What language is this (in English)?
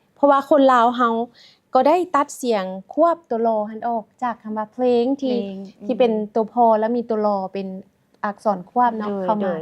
Lao